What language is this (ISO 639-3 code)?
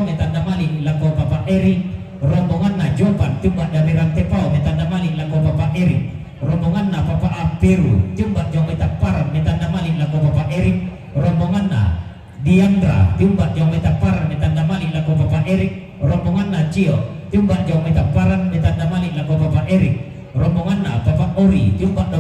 sda